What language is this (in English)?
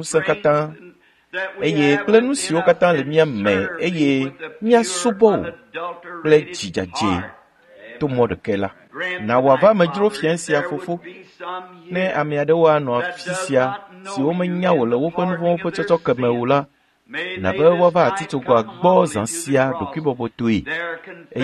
Ewe